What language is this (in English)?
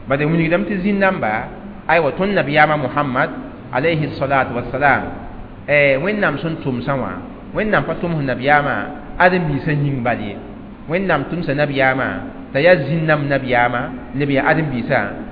Mossi